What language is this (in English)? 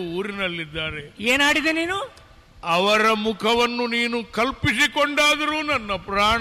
Kannada